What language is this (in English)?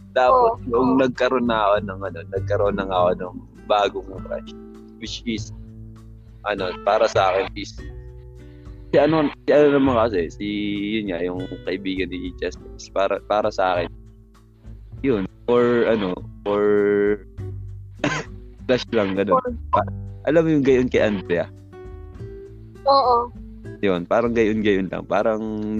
Filipino